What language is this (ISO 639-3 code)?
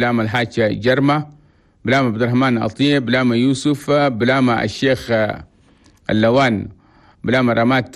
shu